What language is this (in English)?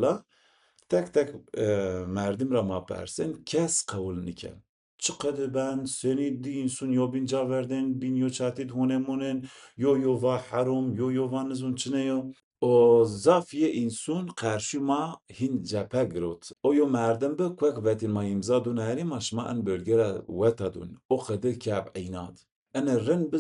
Zaza